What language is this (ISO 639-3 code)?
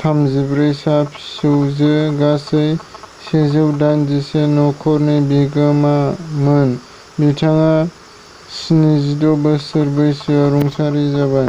brx